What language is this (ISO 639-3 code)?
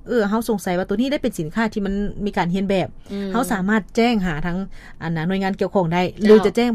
lao